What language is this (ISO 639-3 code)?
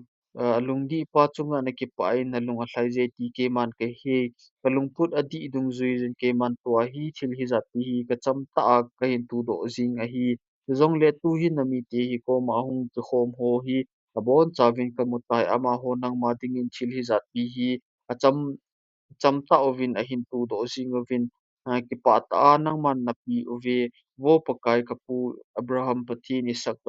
tcz